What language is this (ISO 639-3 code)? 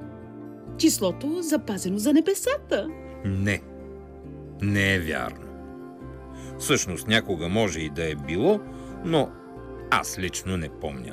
bul